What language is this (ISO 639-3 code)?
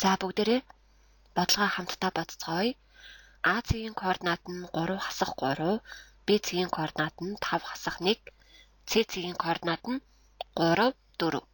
mon